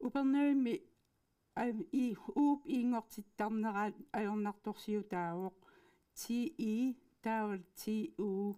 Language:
Kalaallisut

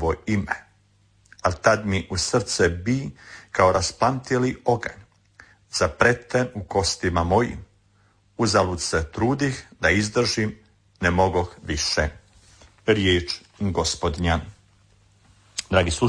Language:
Croatian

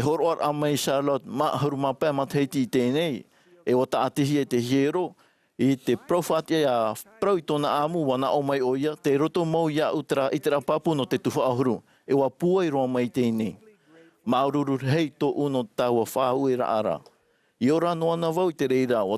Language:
Tahitian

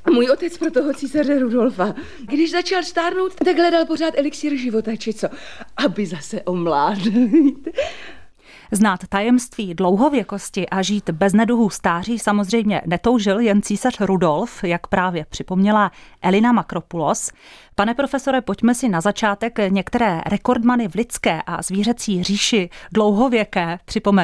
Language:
Czech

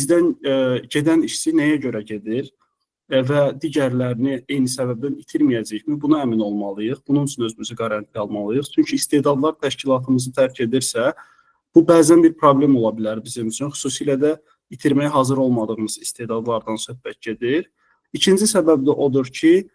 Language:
Azerbaijani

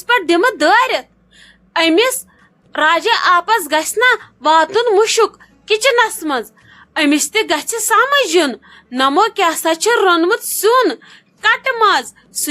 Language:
Kashmiri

